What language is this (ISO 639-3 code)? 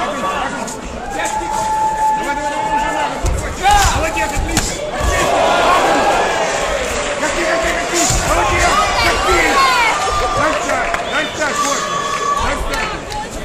rus